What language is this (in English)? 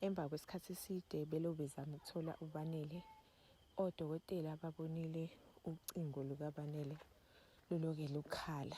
Zulu